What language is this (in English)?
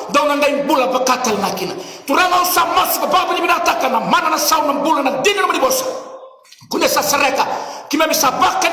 Fijian